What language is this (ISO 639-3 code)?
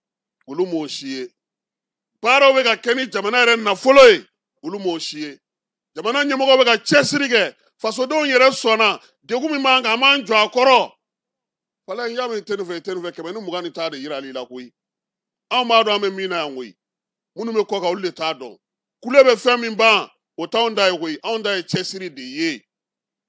bam